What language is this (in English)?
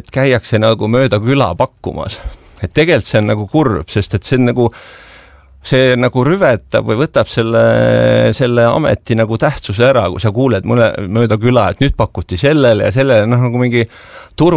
Estonian